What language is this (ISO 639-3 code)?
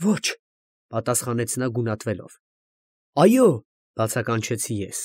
hye